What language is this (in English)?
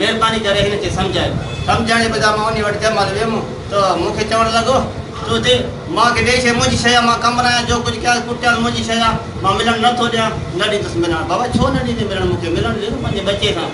Sindhi